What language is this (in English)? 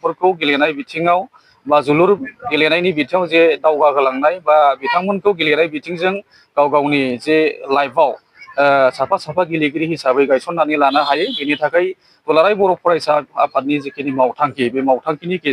Bodo